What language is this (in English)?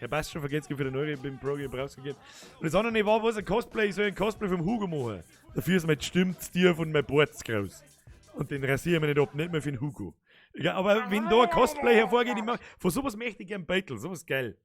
Bavarian